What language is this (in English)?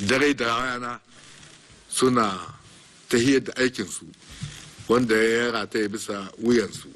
Hausa